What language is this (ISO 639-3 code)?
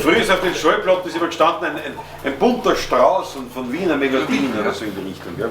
bar